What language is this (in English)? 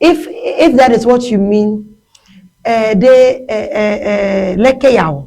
Ewe